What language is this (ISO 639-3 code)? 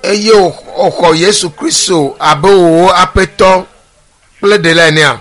ewe